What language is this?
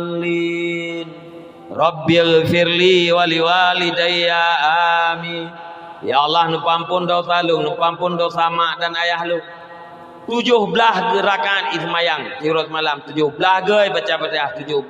Achinese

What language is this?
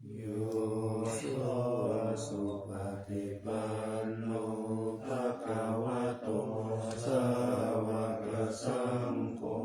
Pali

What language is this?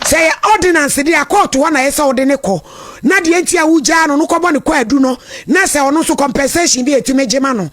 Akan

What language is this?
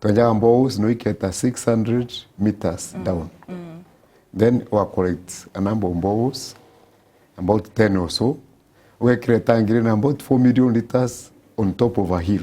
Meru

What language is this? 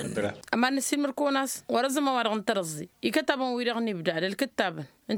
Tamasheq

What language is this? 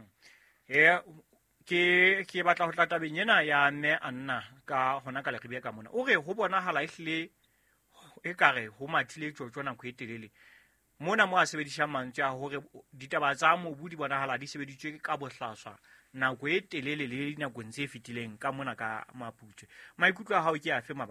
Southern Sotho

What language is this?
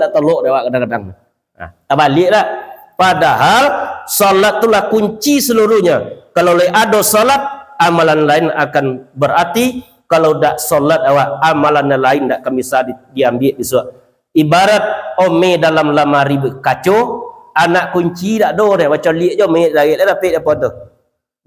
Minangkabau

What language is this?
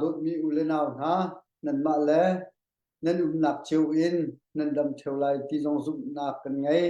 Hakha Chin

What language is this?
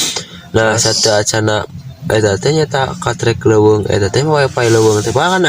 Sundanese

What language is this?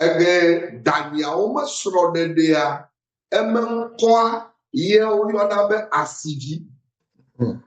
Ewe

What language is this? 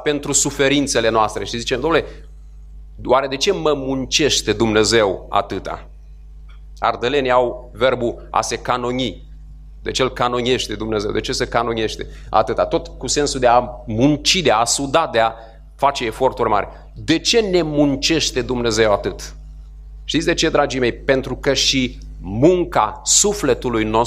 Romanian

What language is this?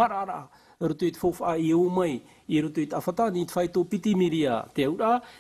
Tahitian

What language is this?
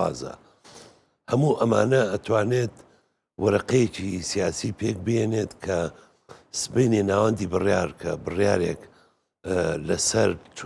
Central Kurdish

